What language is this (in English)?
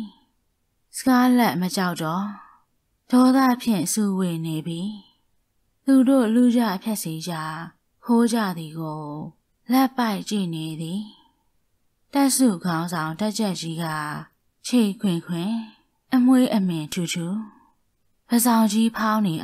Burmese